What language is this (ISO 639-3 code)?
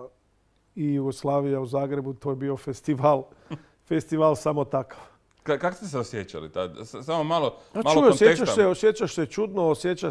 hrv